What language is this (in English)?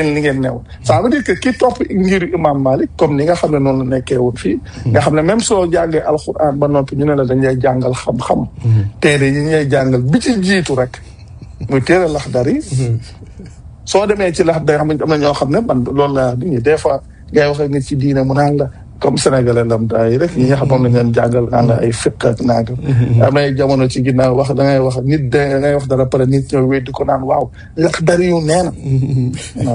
Wolof